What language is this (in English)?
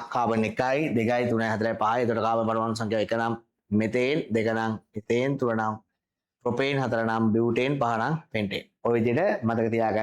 Sinhala